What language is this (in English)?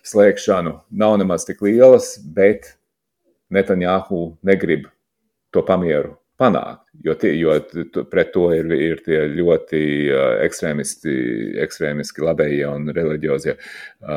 Latvian